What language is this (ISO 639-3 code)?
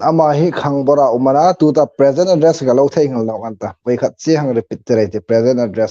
hmr